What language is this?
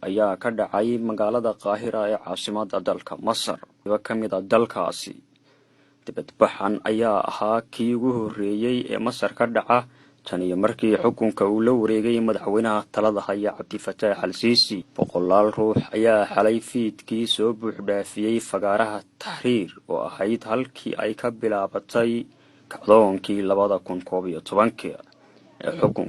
Somali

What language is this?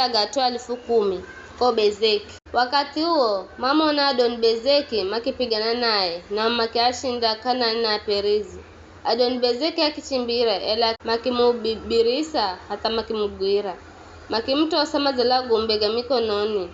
Giryama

